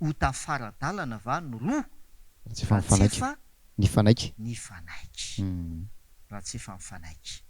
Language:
Malagasy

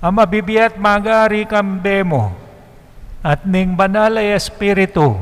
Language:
Pampanga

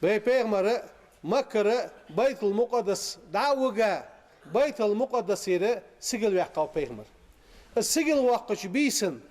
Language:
Ingush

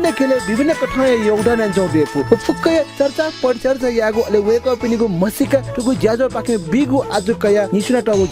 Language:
Newari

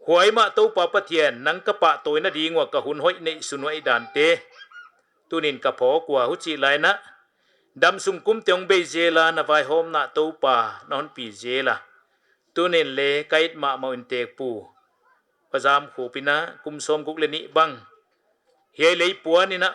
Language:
Paite Chin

